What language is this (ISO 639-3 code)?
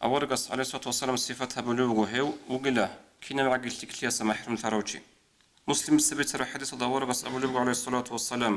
ava